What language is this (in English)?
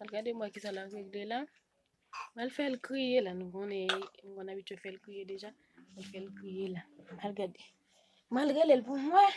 Haitian Creole